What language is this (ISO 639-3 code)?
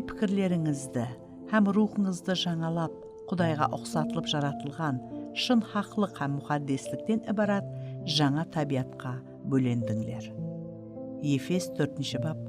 kaa